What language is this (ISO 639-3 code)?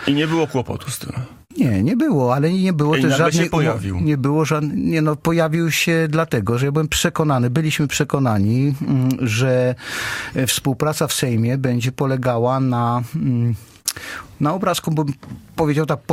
pol